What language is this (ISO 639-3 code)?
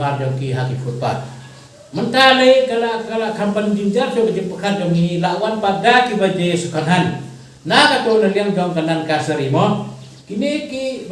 kha